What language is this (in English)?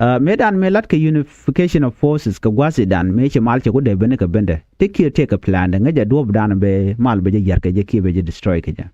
Nuer